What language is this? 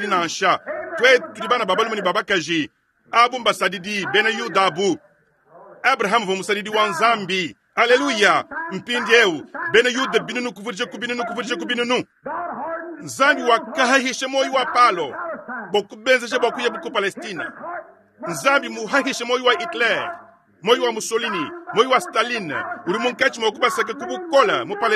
Luba-Lulua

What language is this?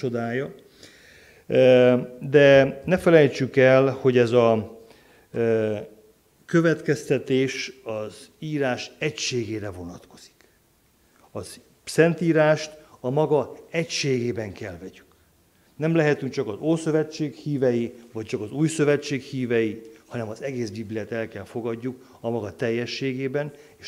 Hungarian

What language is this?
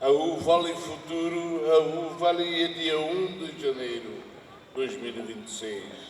Tetum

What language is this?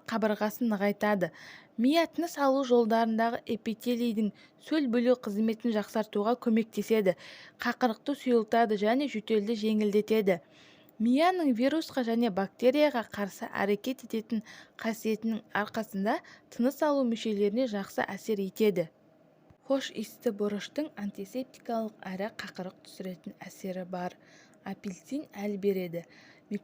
Kazakh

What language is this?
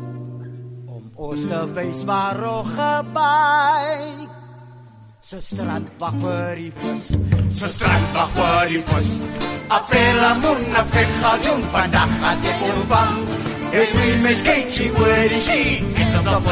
Afrikaans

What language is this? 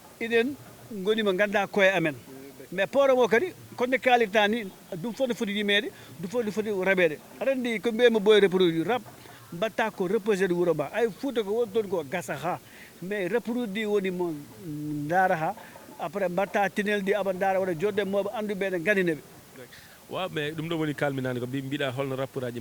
Fula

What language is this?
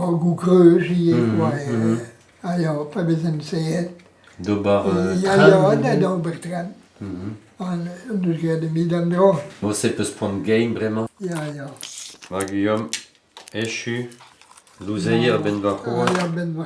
Breton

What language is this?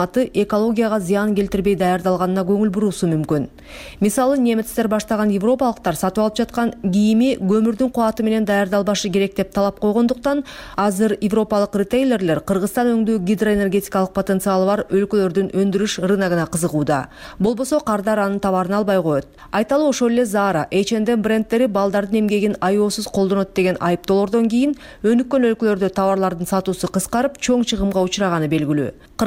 Kyrgyz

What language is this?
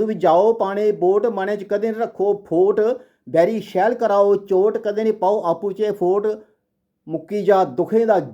Dogri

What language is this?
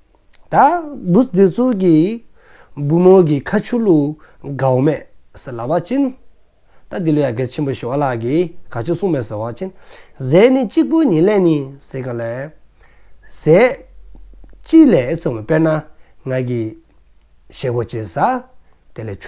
Dzongkha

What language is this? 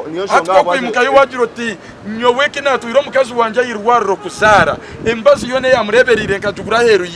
Nyankole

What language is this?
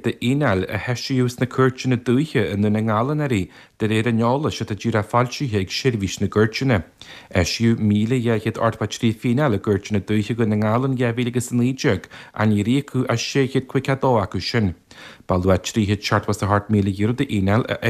Irish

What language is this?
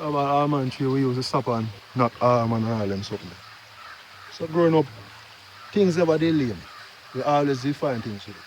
Jamaican Creole English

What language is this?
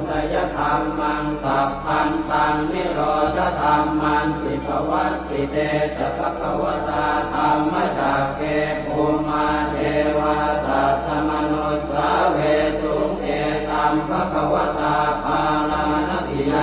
Pali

